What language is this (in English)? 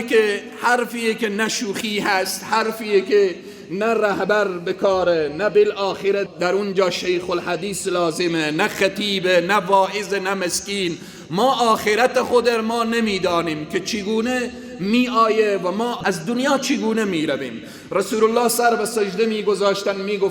Persian